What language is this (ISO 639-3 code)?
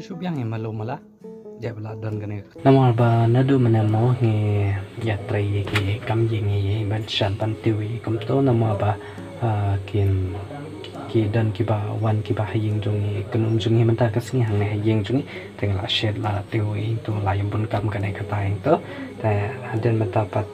kha